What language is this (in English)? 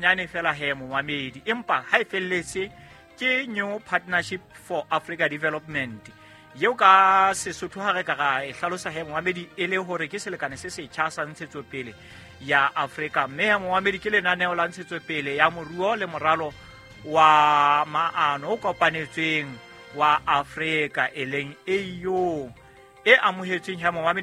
Southern Sotho